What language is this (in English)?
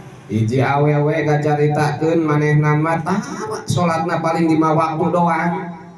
Sundanese